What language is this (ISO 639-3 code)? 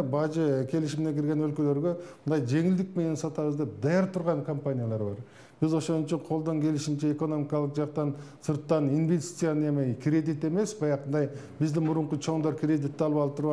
kir